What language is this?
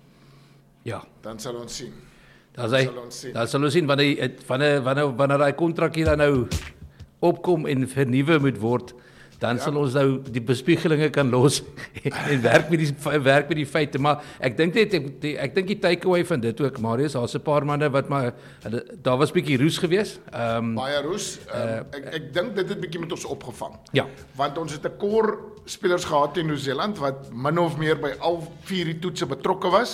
Afrikaans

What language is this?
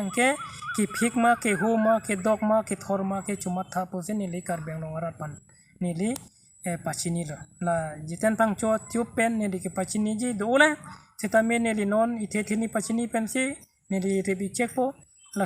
Karbi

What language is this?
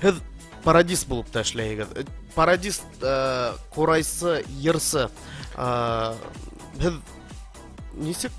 Bashkir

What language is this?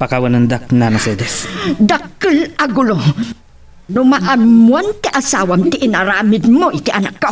Iloko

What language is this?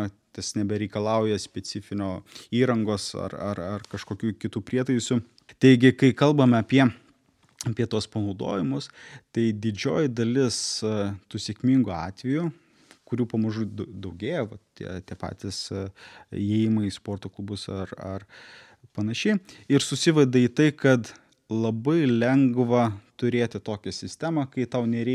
Lithuanian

